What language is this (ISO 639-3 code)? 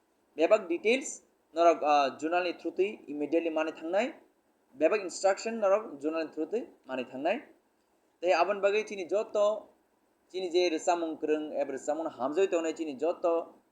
trp